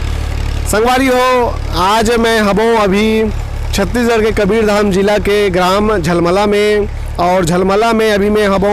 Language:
Chhattisgarhi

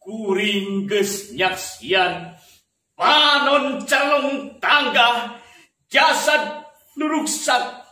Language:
Sundanese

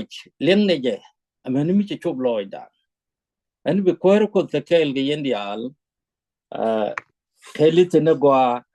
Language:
Nuer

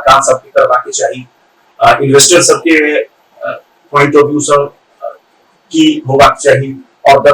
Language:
Maithili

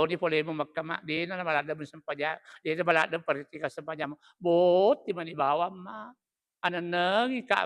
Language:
Buginese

